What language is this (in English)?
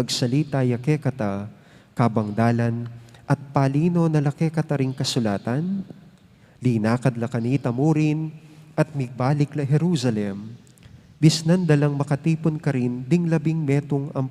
Pampanga